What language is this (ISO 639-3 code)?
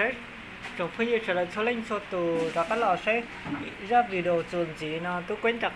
hmn